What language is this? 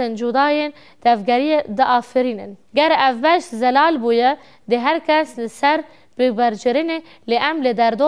Kurdish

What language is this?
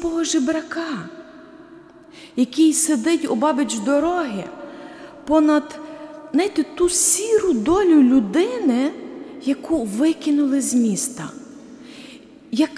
Ukrainian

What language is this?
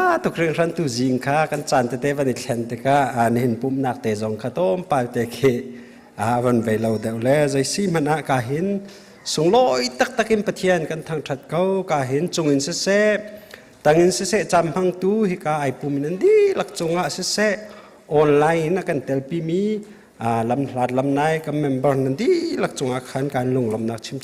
Hakha Chin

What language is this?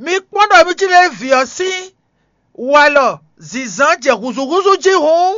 Fon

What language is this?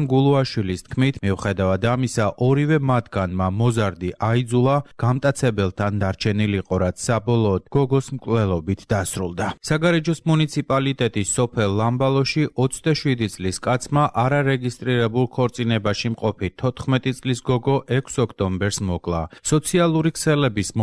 Georgian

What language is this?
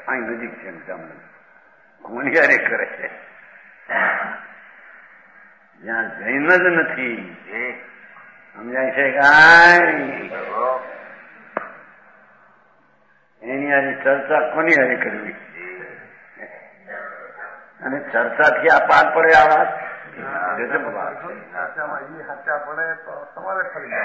Gujarati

